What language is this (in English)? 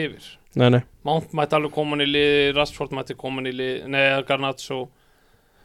Icelandic